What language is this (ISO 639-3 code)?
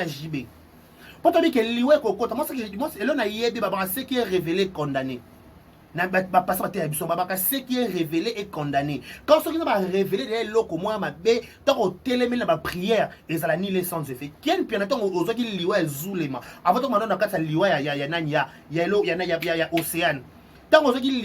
lin